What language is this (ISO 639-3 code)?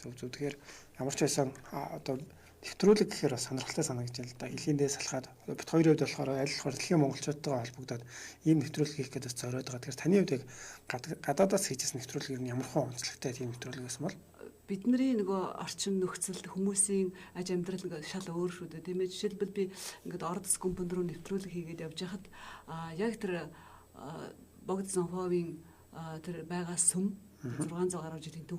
mon